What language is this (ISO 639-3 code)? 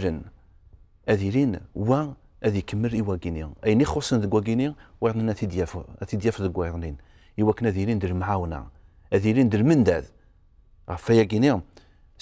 kab